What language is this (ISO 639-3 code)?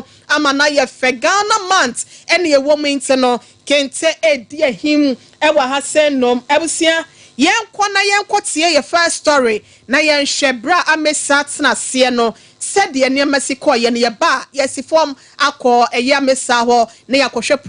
aka